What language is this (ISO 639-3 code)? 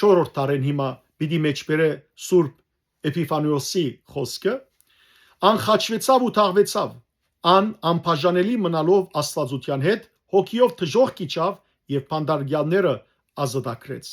hyw